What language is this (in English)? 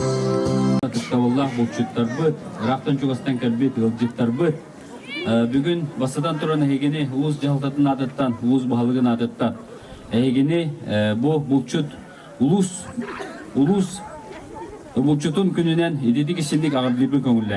Yakut